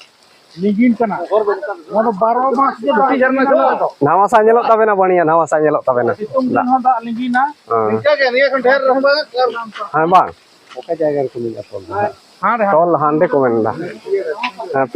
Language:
Santali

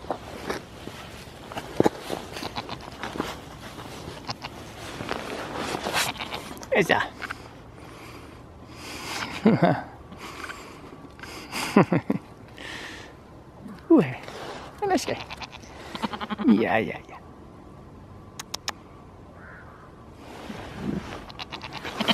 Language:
Danish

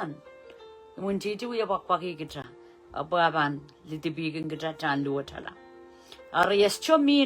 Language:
Pohnpeian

